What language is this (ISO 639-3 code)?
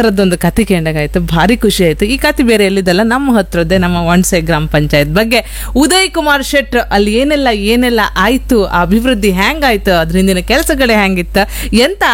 kan